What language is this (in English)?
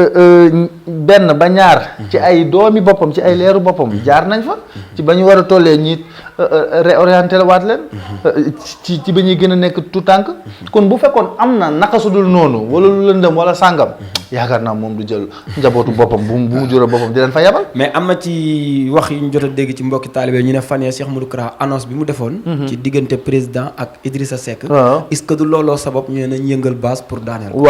Wolof